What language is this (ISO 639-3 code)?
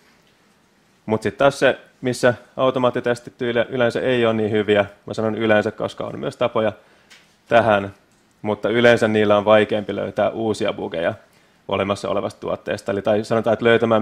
fin